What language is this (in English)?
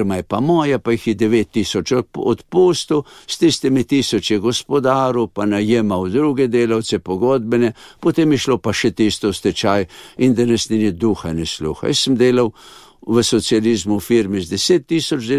Slovenian